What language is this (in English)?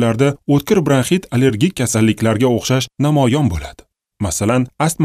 Uzbek